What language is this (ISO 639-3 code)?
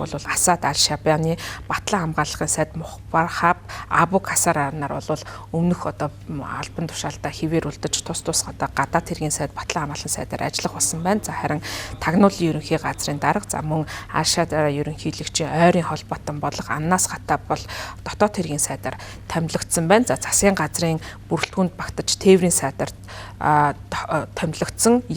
mon